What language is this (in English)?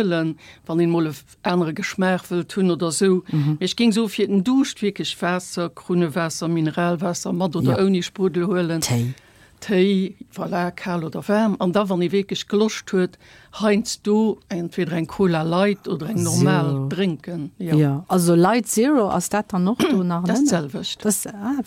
Luxembourgish